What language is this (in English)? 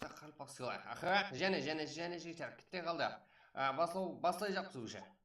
Kara-Kalpak